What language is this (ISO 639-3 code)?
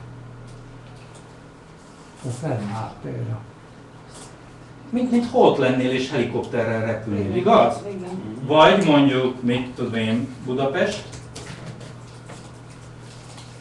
hun